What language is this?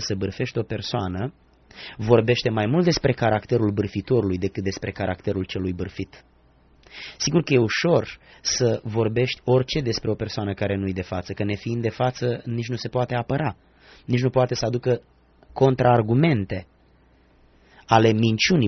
Romanian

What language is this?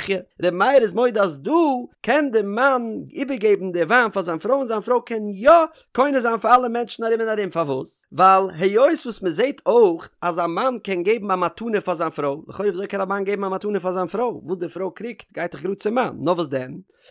Yiddish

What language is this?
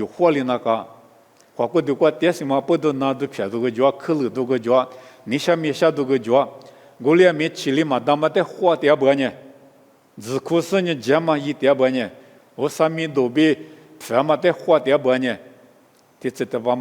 Lisu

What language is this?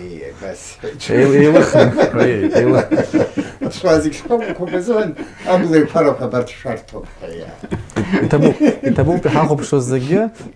Abkhazian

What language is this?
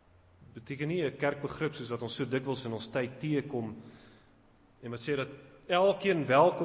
Afrikaans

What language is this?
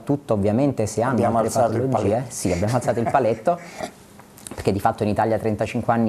Italian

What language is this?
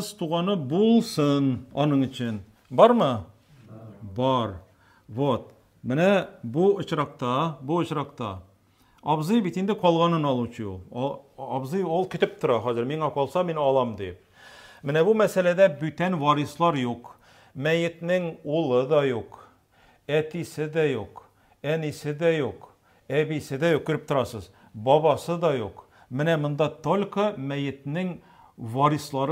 Tatar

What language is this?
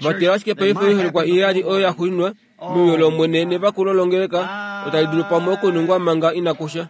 Kuanyama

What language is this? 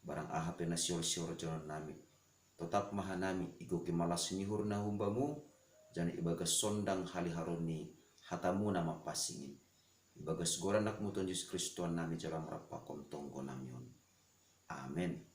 Batak Simalungun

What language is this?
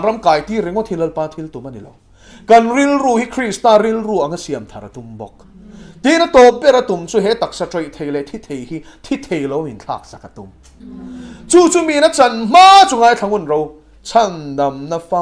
Mizo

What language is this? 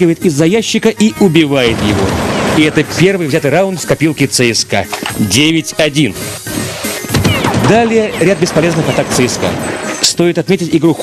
Russian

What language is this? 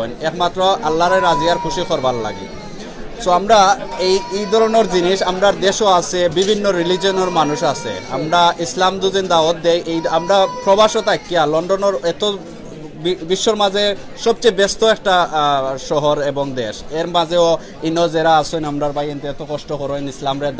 Sylheti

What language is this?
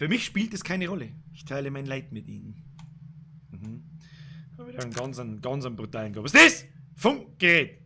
Bavarian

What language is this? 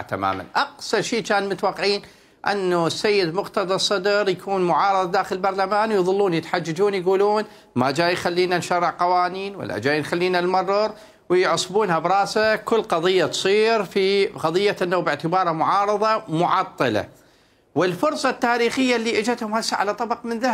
Mesopotamian Arabic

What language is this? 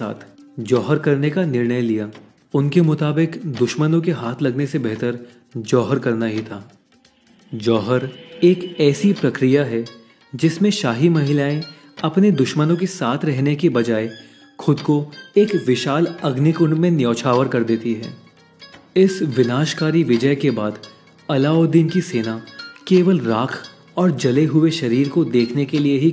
Hindi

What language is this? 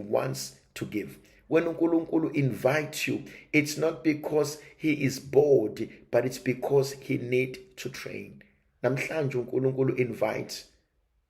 Zulu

